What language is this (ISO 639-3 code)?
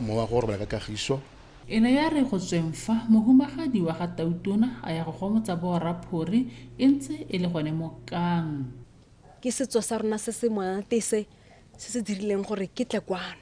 tsn